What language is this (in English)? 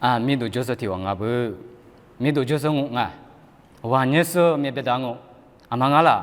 Lisu